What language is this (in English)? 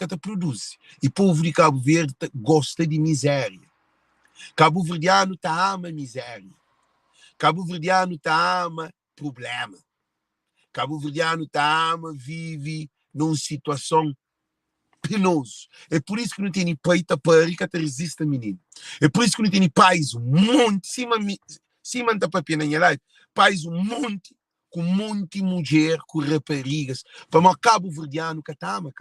Kabuverdianu